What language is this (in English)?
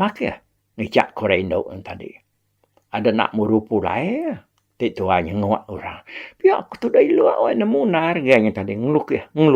Iban